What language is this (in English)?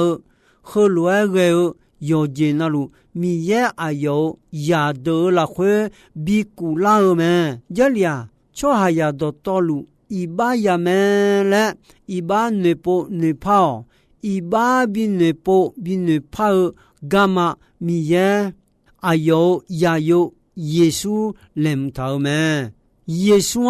Akha